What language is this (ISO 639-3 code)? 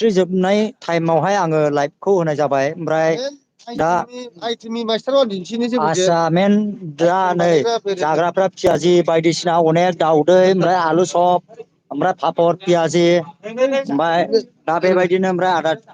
brx